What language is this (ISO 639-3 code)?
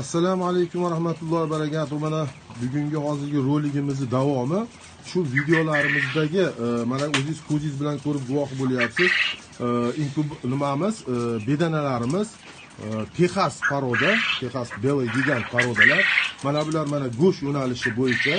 uzb